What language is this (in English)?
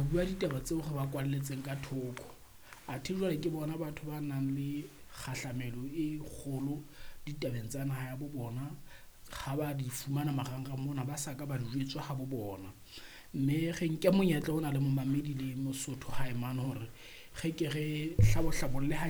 Southern Sotho